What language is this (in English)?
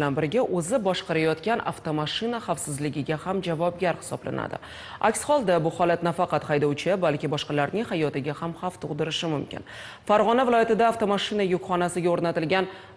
Uzbek